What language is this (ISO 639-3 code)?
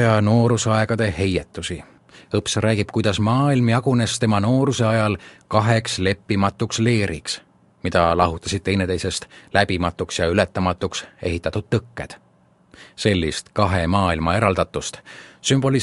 est